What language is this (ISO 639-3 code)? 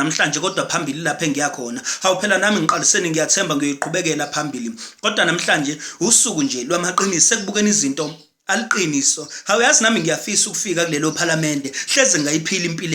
zul